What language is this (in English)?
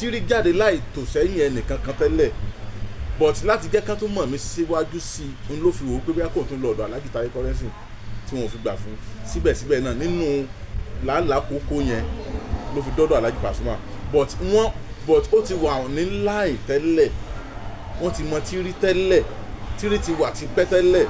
Yoruba